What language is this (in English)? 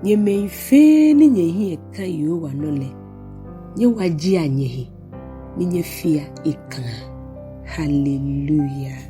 Ga